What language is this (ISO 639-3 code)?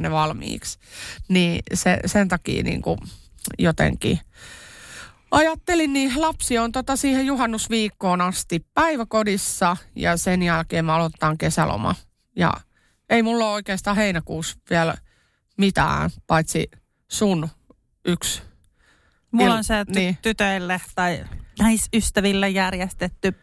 fin